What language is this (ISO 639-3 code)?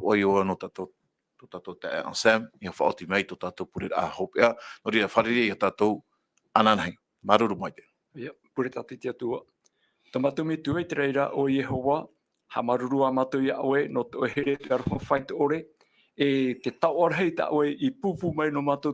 tah